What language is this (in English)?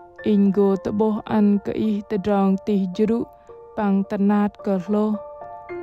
Bahnar